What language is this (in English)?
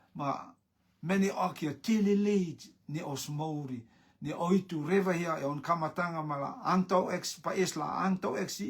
Rotuman